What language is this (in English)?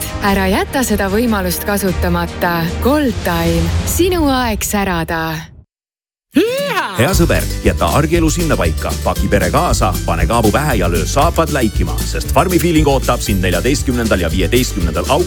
Estonian